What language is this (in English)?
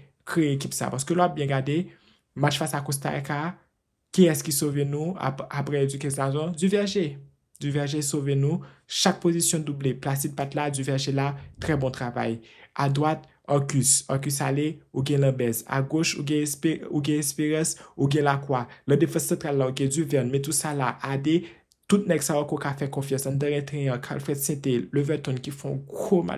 Haitian Creole